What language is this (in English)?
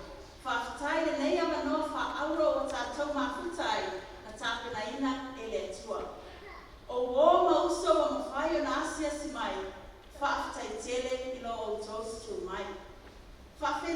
Samoan